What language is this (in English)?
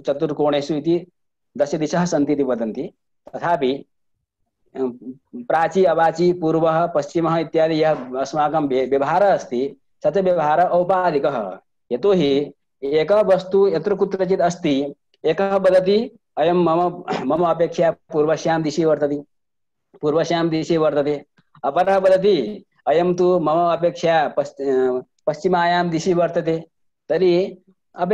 Sanskrit